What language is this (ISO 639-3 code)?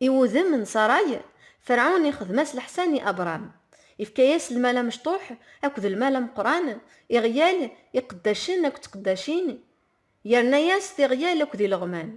kab